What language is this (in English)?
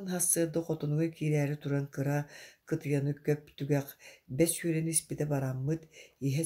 Yakut